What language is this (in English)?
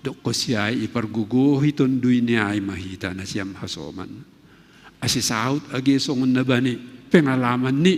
Batak Simalungun